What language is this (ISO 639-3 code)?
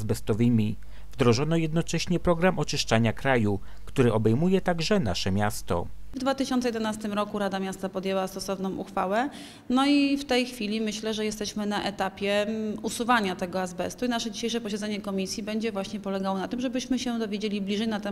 pol